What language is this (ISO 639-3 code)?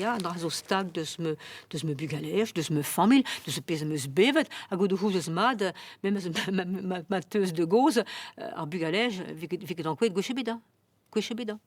bre